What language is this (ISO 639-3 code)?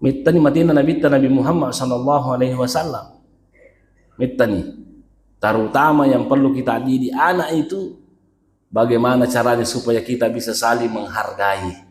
bug